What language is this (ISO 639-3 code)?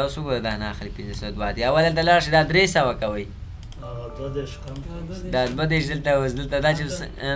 pus